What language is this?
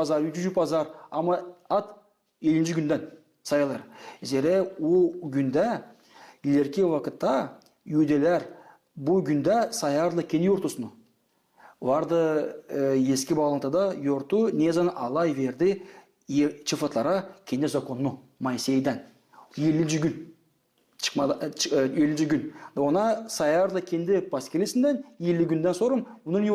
Gagauz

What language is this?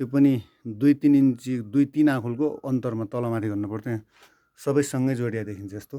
Nepali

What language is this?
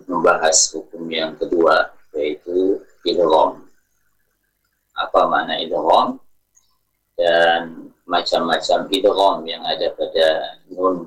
Indonesian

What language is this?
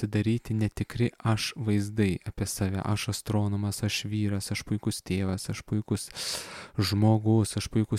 Lithuanian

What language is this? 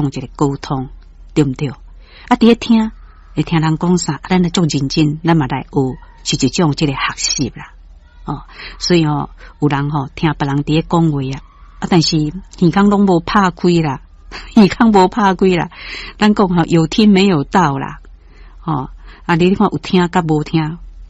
Min Nan Chinese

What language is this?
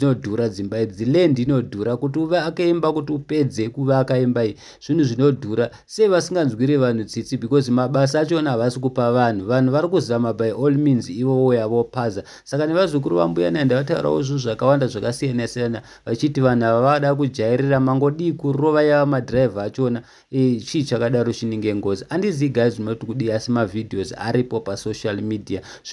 Shona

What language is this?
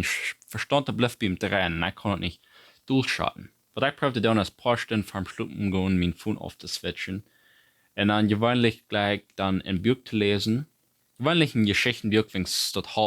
Plautdietsch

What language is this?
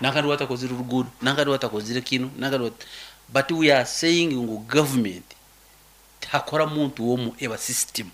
Nyoro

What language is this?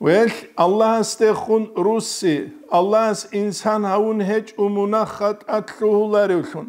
Avaric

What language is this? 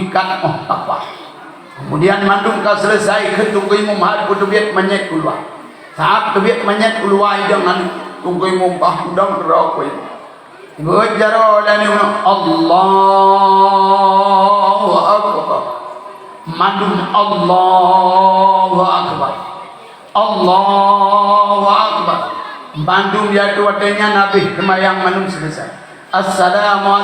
Achinese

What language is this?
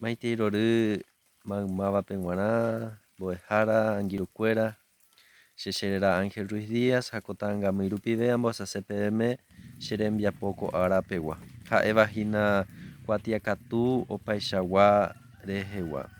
Guarani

